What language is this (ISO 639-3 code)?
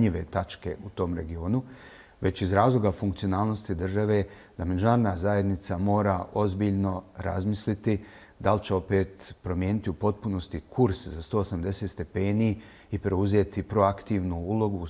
bos